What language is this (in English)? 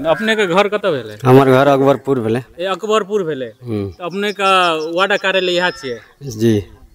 Maithili